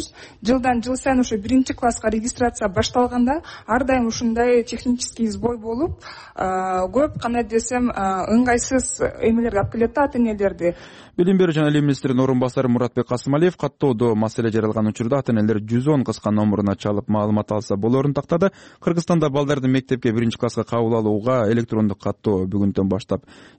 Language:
Kyrgyz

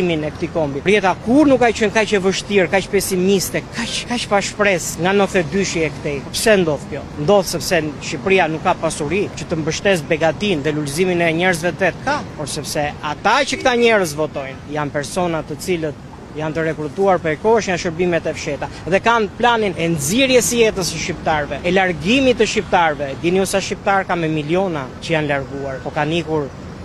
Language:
Albanian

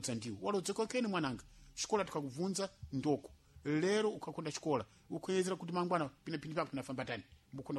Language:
Sena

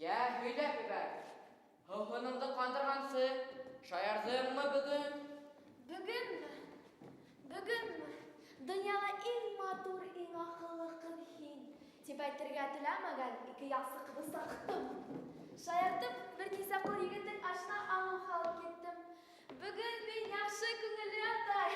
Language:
Bashkir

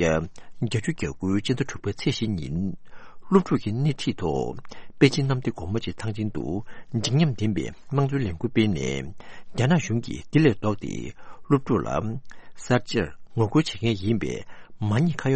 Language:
Tibetan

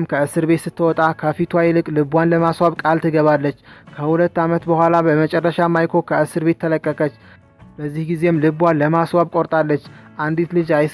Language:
Amharic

